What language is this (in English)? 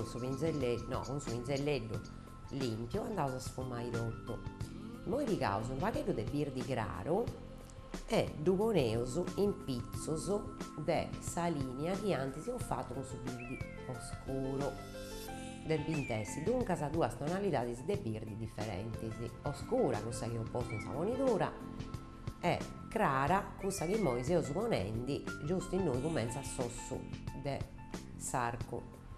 Sardinian